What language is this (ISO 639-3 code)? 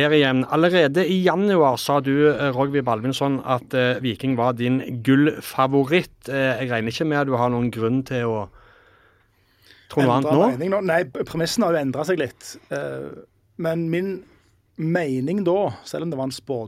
nor